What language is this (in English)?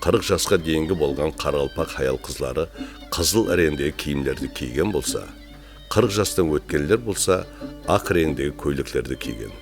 Kara-Kalpak